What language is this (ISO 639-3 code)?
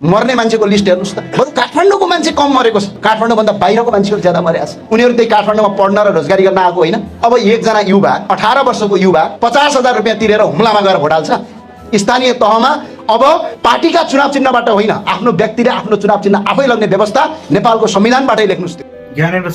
nep